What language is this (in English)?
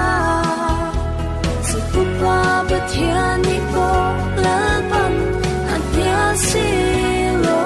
Falam Chin